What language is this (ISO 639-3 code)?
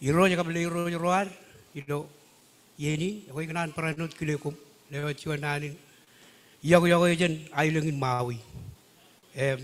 mah